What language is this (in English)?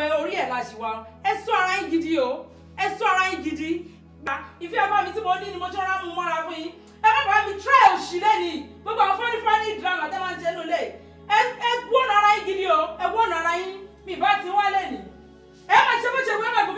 Yoruba